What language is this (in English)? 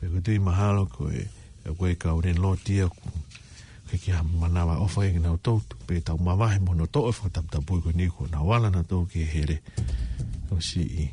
Tongan